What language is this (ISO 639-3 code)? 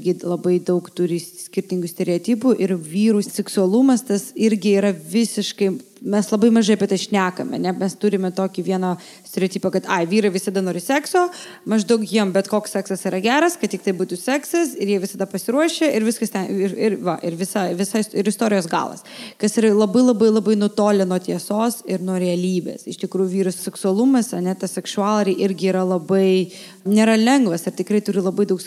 lit